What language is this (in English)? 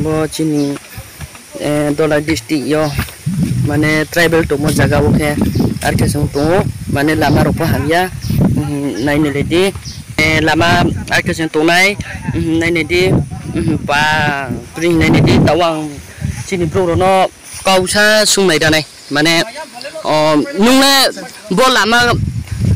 Riang (India)